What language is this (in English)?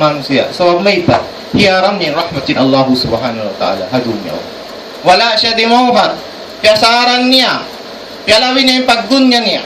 Tausug